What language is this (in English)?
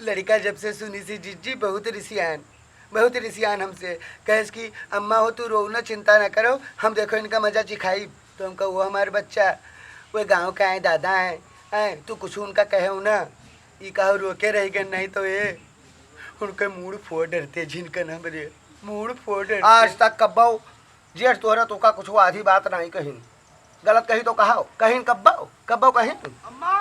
Awadhi